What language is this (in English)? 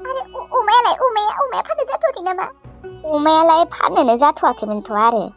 Bodo